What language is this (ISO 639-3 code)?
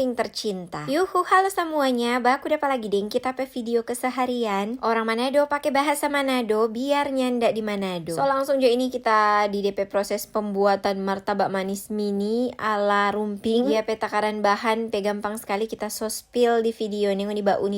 xmm